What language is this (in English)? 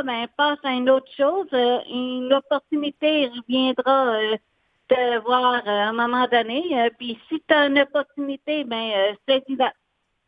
French